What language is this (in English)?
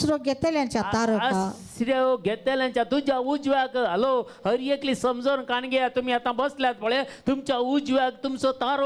Konkani